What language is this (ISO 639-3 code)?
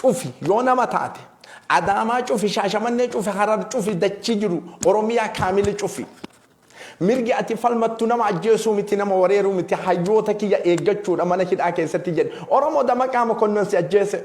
orm